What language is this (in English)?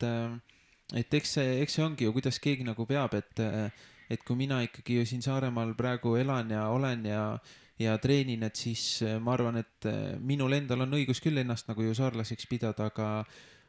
Estonian